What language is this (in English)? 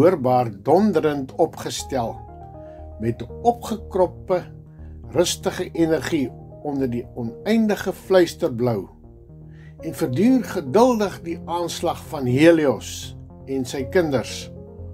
Afrikaans